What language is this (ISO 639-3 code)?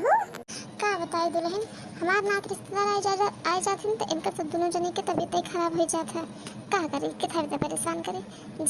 awa